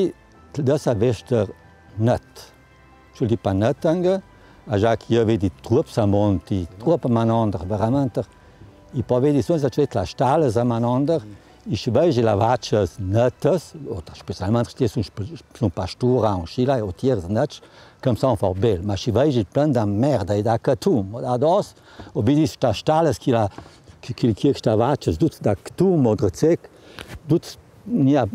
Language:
Ladin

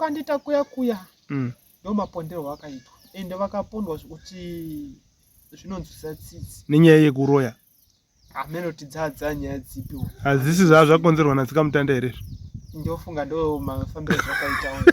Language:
Shona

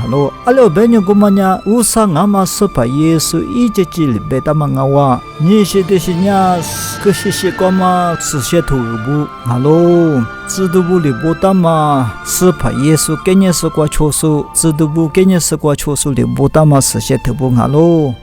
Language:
Lisu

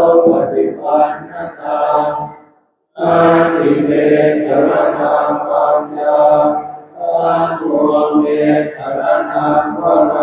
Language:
Pali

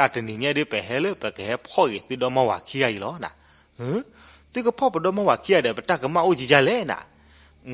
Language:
S'gaw Karen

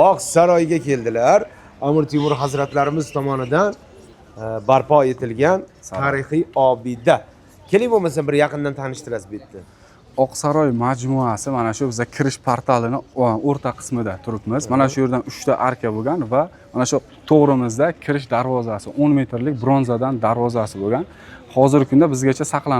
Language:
Uzbek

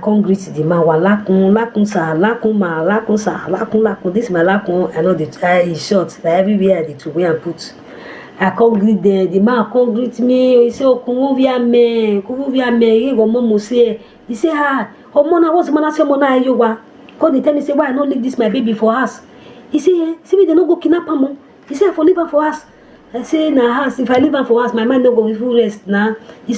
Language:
Nigerian Pidgin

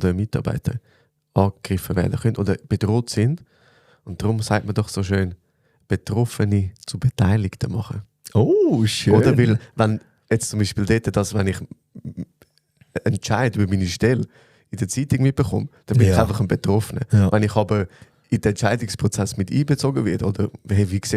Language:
Swiss German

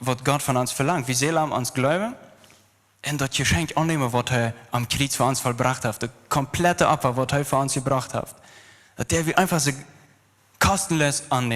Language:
Plautdietsch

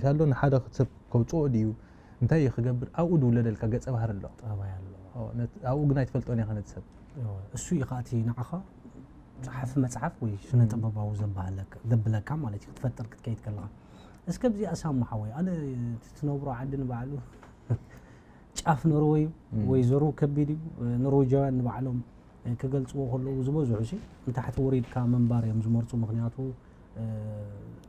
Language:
Tigrinya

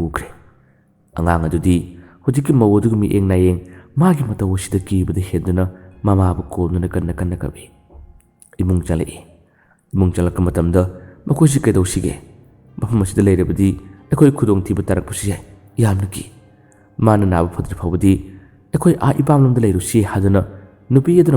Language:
Manipuri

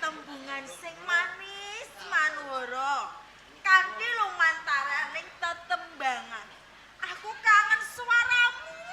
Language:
Javanese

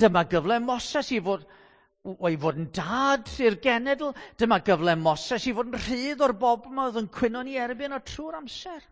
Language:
Welsh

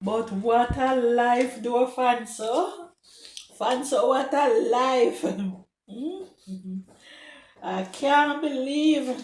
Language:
Jamaican Creole English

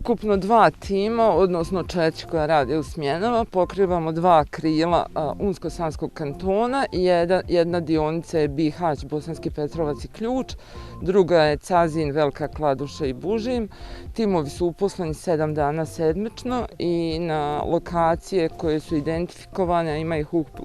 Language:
Bosnian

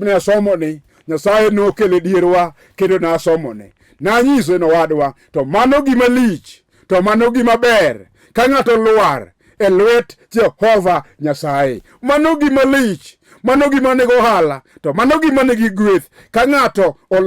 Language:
Luo (Kenya and Tanzania)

